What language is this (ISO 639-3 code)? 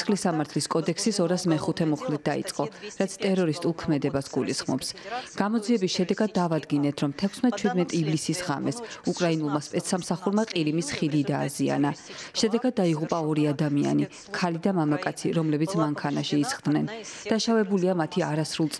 kat